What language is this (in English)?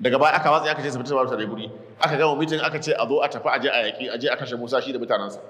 Hausa